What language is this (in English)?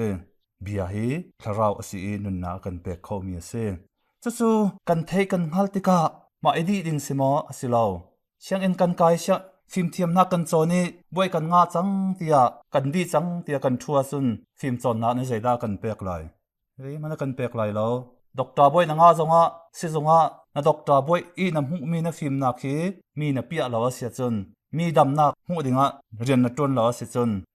Hakha Chin